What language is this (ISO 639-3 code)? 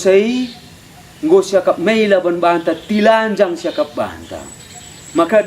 btx